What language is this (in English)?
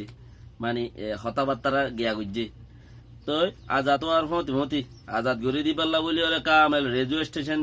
Rohingya